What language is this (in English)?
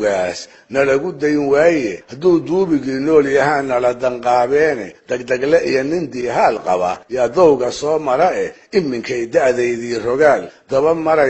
Somali